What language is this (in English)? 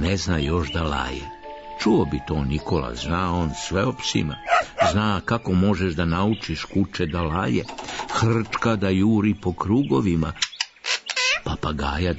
Serbian